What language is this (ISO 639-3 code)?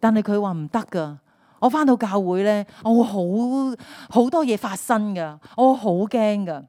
yue